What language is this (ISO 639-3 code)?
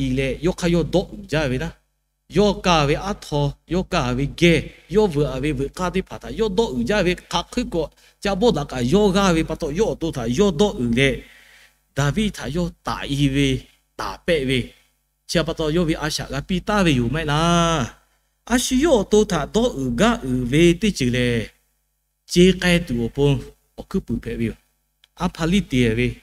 lhu